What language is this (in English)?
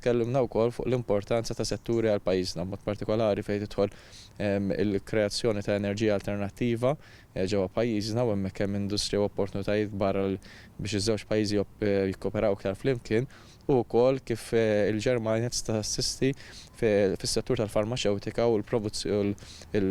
Maltese